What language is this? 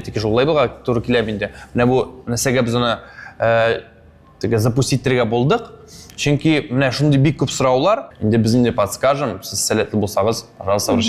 Tatar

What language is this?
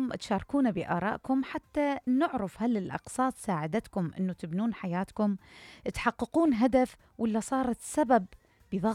Mesopotamian Arabic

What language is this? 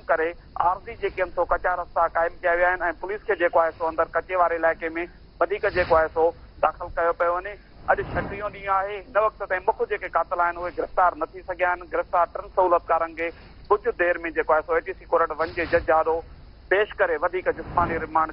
Sindhi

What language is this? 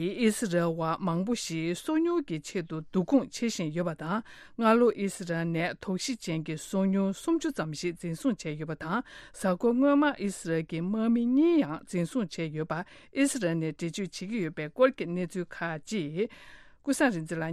Tibetan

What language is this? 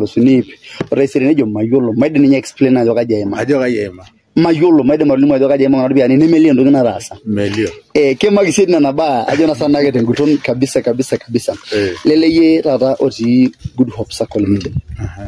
Masai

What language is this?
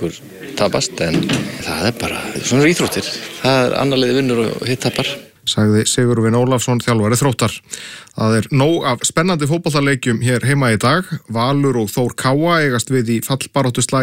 Icelandic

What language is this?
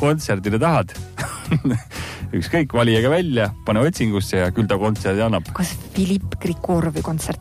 Estonian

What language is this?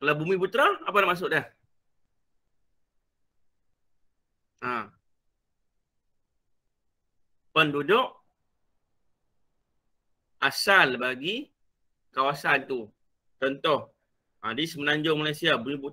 Malay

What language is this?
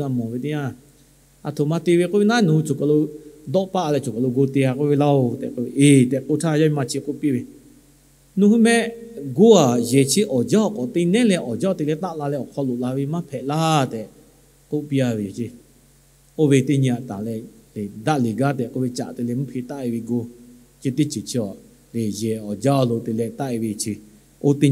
Lahu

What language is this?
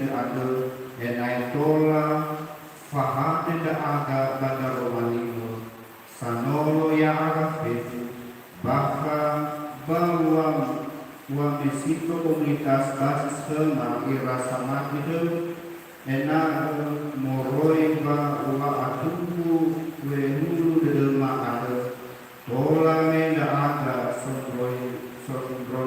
Nias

